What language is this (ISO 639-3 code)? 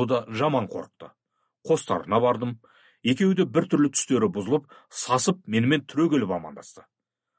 kaz